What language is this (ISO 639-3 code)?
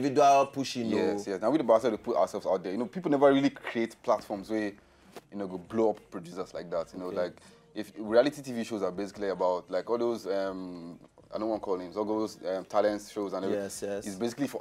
pcm